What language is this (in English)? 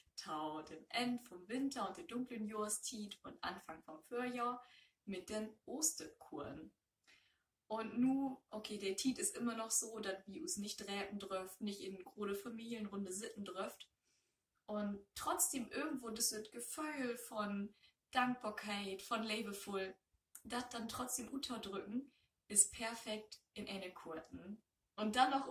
Low German